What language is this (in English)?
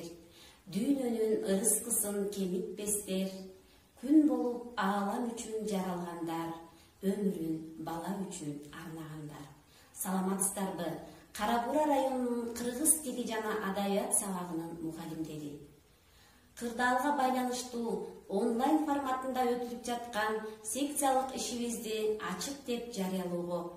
Kyrgyz